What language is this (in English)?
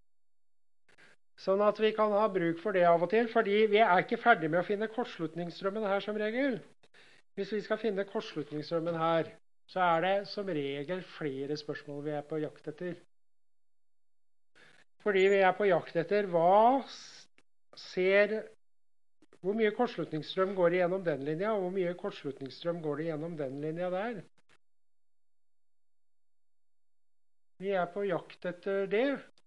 Norwegian